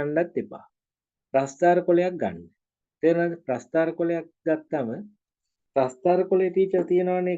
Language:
Sinhala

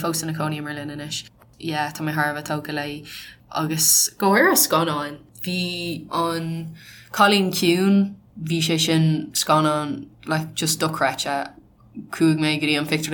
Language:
Irish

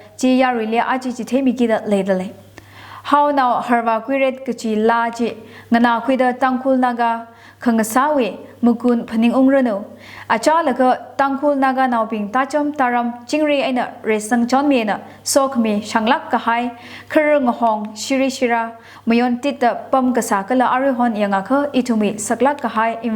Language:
Tangkhul Naga (India)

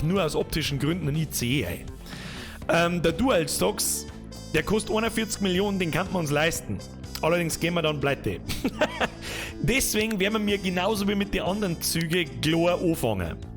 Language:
Bavarian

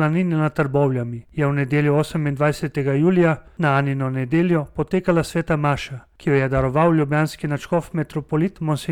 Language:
Slovenian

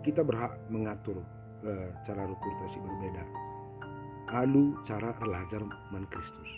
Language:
Batak Karo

